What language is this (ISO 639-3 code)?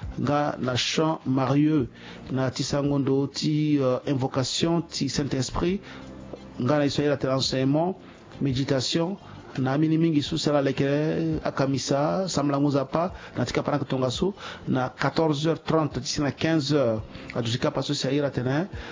sag